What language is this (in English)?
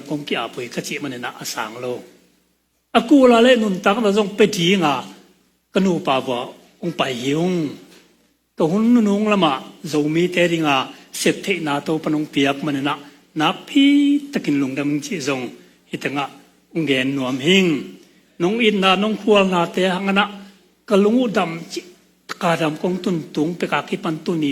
Tedim Chin